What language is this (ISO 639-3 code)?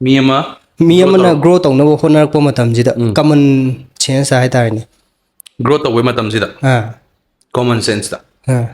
mni